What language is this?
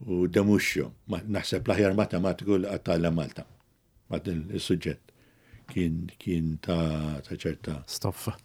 Maltese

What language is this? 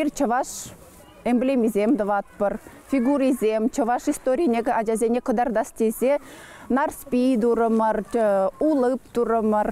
Chuvash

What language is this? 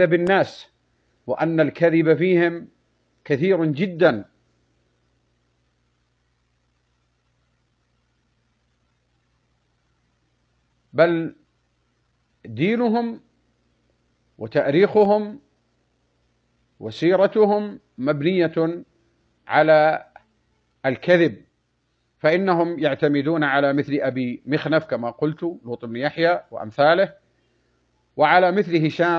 Arabic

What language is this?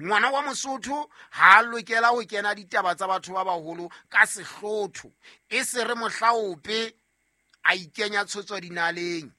Southern Sotho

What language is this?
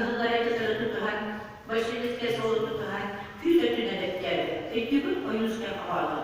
Yakut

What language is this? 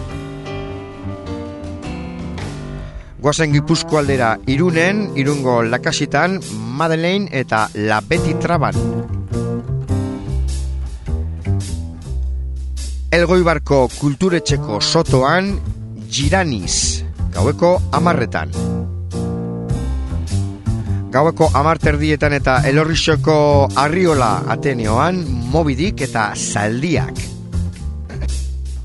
Basque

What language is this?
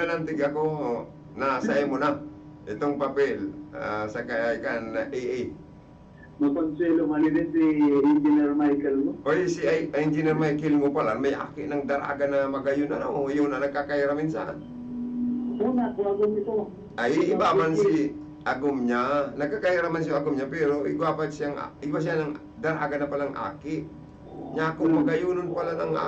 Bikol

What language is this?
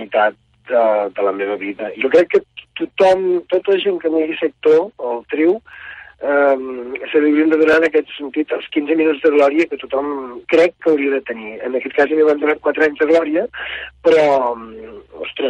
Catalan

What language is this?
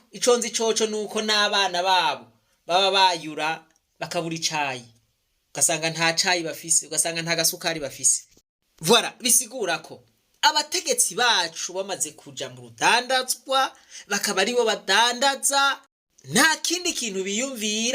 Rundi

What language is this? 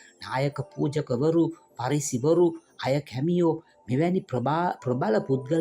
Sinhala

